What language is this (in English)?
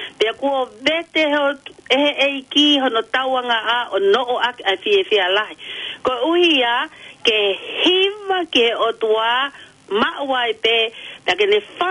Tongan